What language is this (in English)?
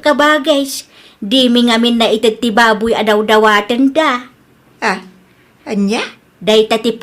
Iloko